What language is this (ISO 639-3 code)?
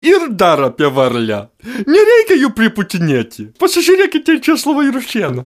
lit